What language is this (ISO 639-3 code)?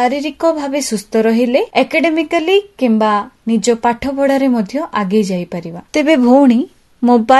ori